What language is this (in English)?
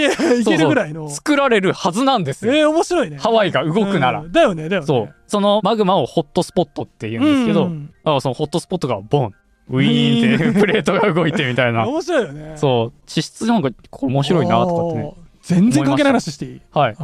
Japanese